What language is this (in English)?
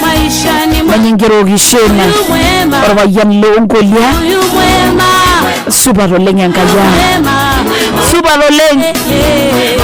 Masai